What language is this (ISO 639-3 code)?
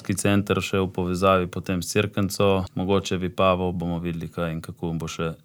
slv